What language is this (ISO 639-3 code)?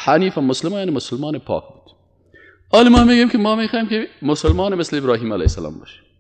fas